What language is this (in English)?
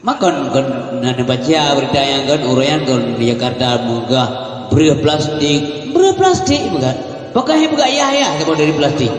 Achinese